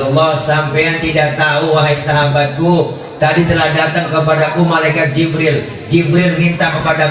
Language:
Betawi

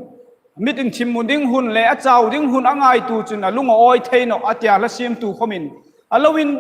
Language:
Hmar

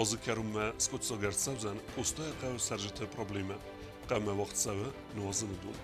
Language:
Ossetic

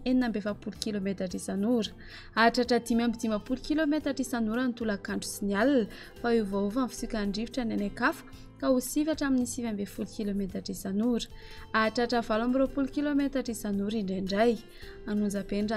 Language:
Malagasy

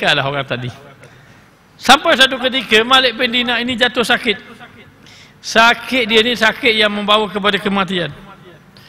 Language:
Malay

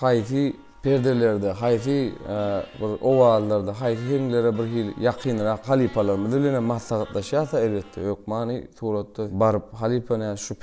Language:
Turkmen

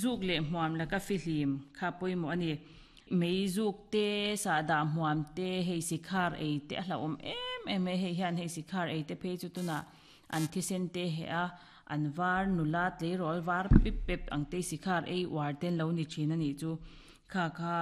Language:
Mizo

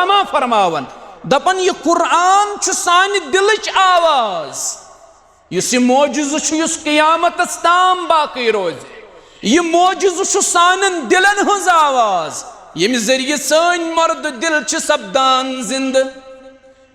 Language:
Kashmiri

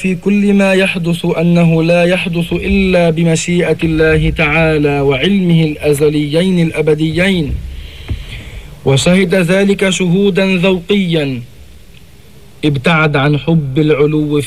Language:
Arabic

